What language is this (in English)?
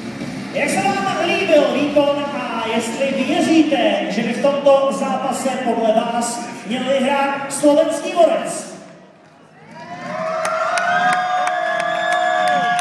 Czech